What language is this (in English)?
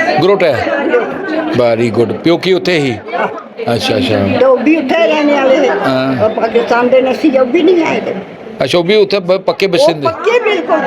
Dogri